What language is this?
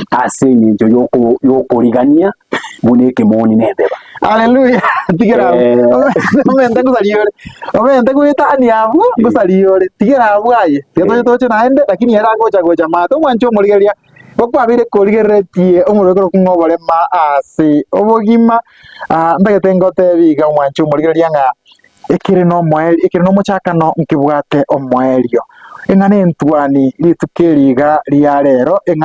Gusii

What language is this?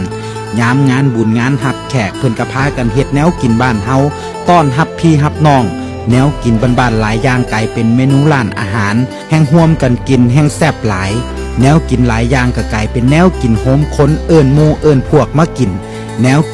Northeastern Thai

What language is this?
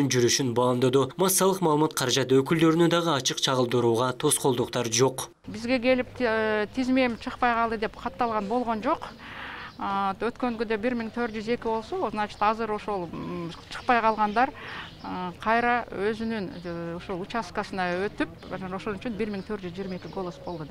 Kyrgyz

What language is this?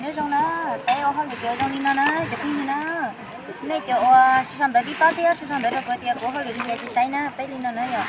Hmong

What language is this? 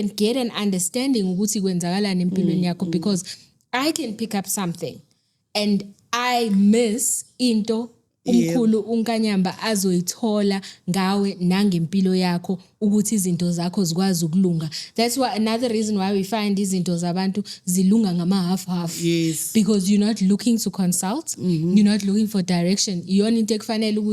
Zulu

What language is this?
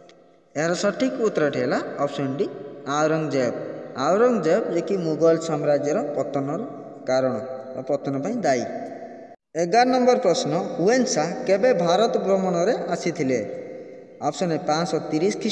Odia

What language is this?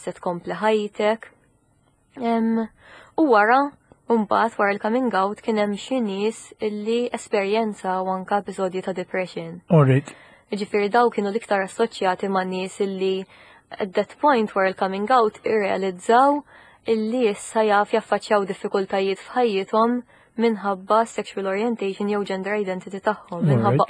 Maltese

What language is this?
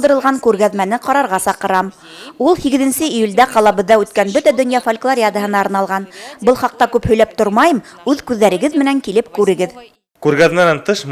Bashkir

